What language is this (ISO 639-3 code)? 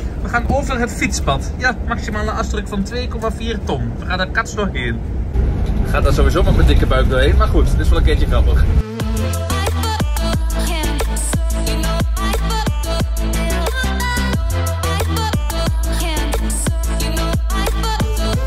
nld